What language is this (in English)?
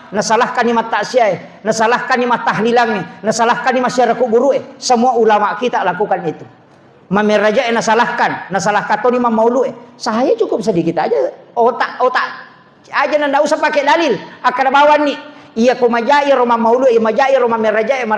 Buginese